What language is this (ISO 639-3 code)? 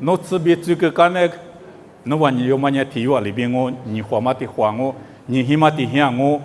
lis